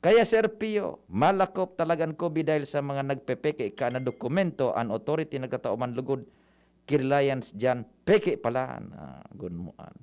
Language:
Bikol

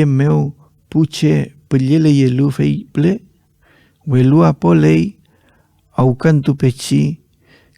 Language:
Mapuche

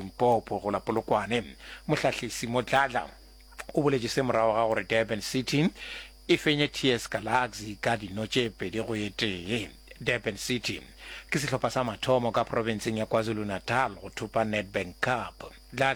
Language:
Northern Sotho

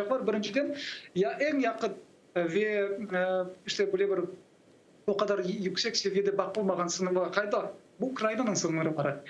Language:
Crimean Tatar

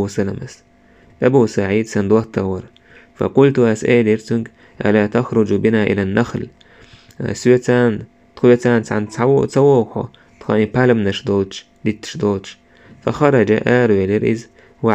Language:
Chechen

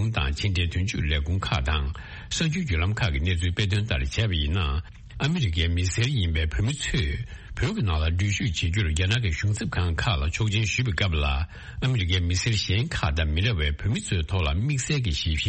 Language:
Tibetan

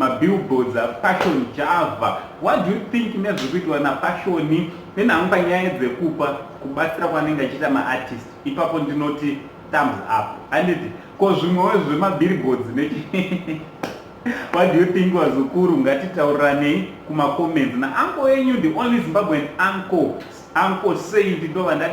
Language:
Shona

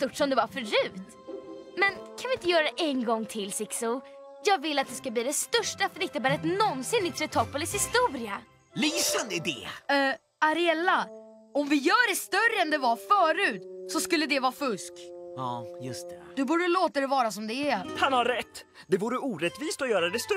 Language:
Swedish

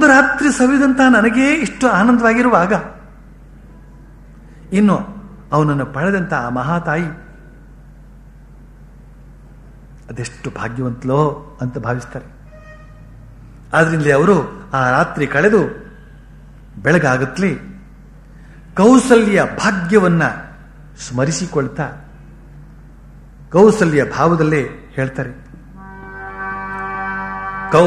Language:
Kannada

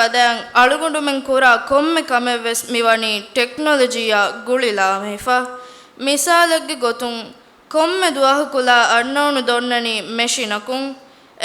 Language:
Divehi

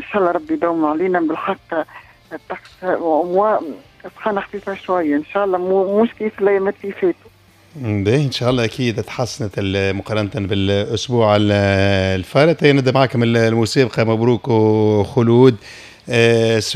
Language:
Tunisian Arabic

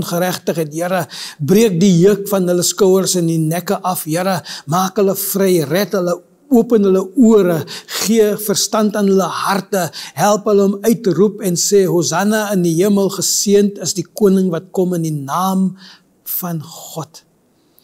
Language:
Afrikaans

